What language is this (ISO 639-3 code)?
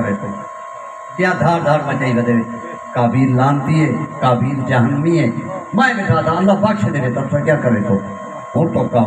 skr